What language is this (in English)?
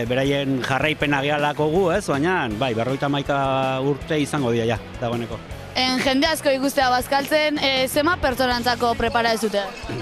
Basque